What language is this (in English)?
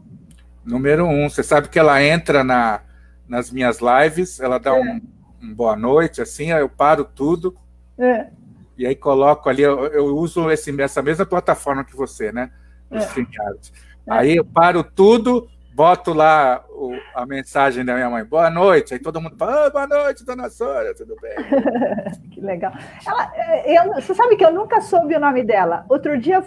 Portuguese